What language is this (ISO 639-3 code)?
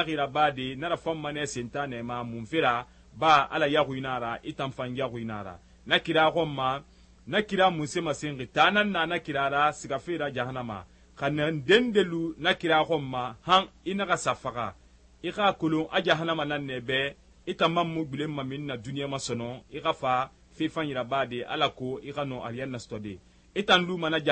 sus